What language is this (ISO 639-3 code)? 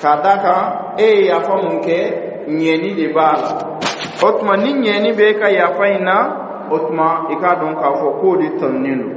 dyu